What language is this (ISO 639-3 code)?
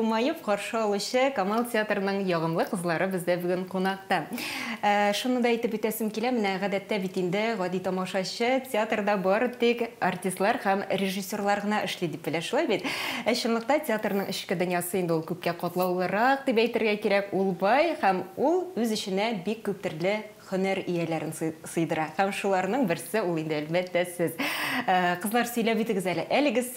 tat